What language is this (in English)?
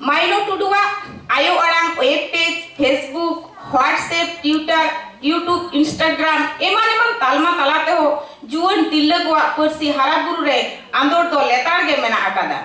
Santali